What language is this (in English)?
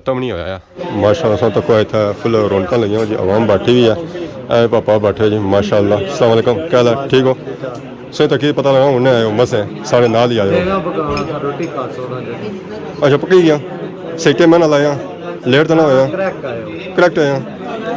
Pahari-Potwari